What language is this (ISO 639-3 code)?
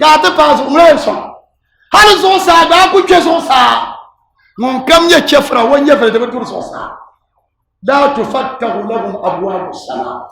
dag